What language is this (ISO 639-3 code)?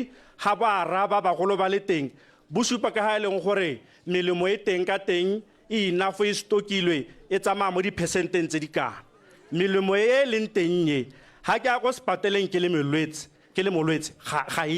tsn